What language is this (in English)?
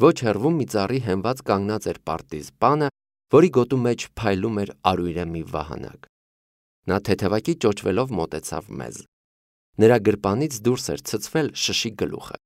Armenian